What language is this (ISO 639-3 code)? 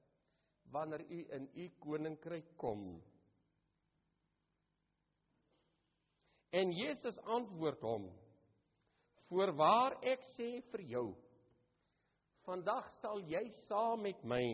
afr